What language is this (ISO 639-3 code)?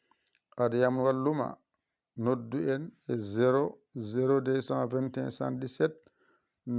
ful